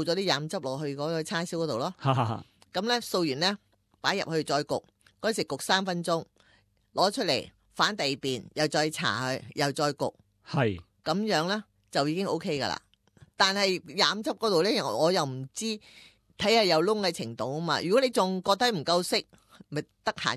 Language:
Cantonese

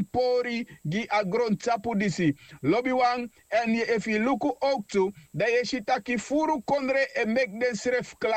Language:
Sranan Tongo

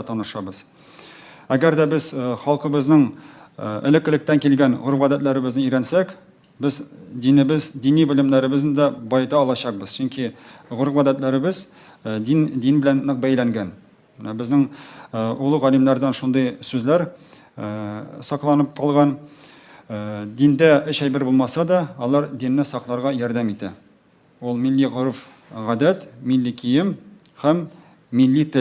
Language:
Tatar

